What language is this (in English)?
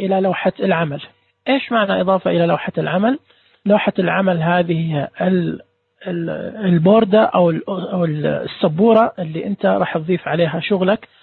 Najdi Arabic